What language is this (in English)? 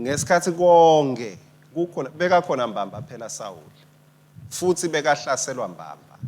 Swati